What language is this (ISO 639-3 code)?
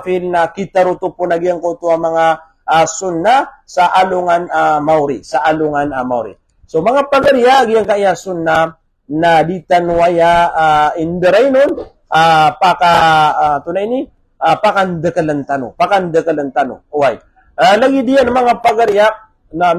mrw